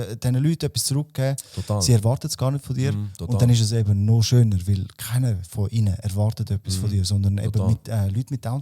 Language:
Swiss German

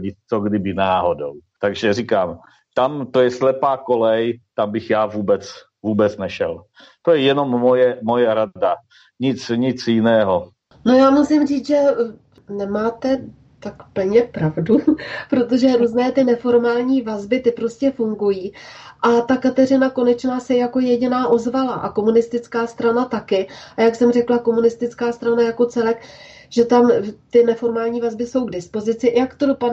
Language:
Czech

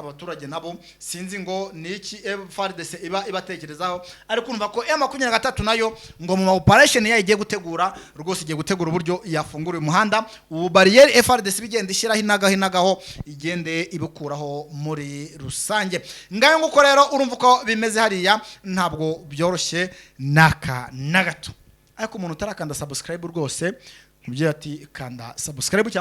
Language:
Kinyarwanda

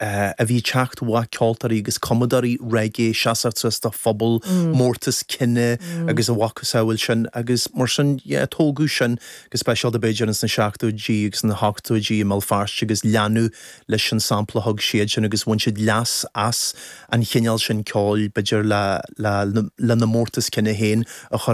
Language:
Irish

